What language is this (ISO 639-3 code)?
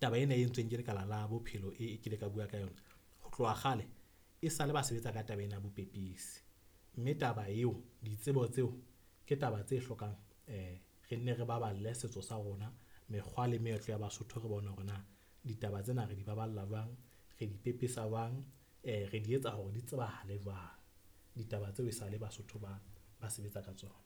sot